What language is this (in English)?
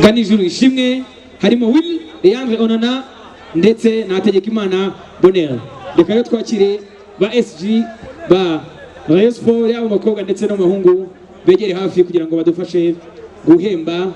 Kinyarwanda